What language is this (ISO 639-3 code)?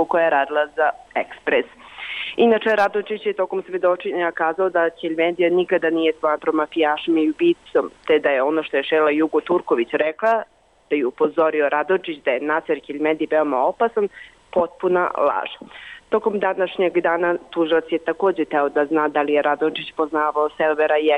bos